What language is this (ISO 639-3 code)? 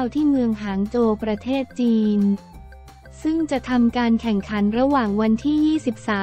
tha